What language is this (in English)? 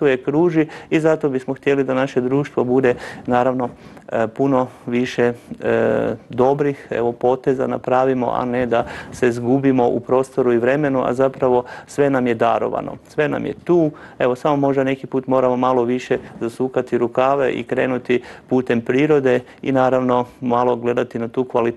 Croatian